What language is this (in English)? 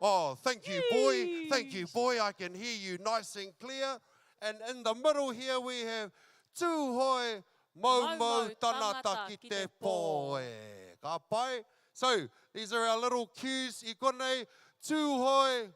Māori